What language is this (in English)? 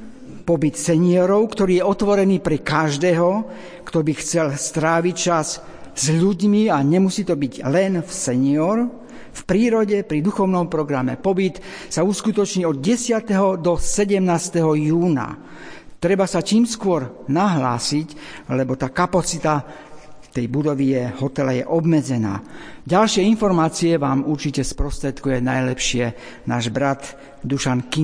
Slovak